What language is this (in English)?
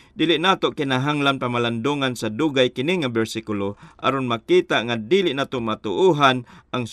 Cebuano